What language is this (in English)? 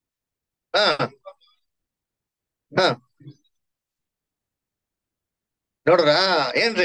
Kannada